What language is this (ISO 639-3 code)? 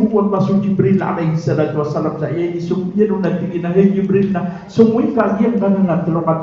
mrw